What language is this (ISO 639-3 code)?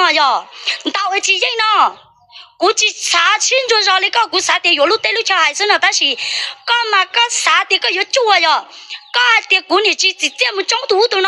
hmn